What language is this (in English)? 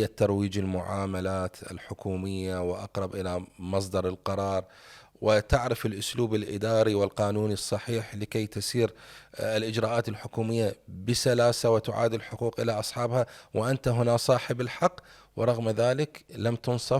Mesopotamian Arabic